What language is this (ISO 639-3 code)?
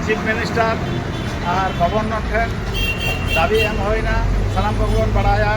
sat